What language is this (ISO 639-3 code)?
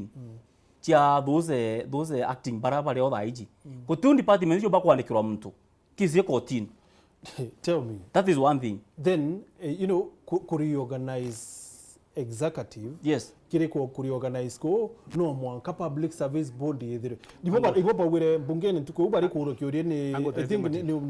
mer